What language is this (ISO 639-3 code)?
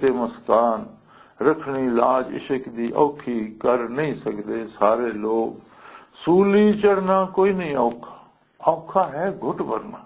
lah